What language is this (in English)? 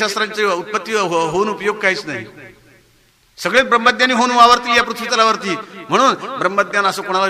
Marathi